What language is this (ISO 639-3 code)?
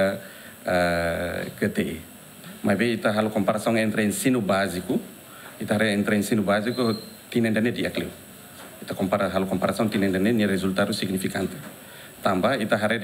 tet